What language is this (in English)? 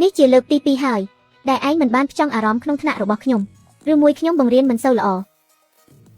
Khmer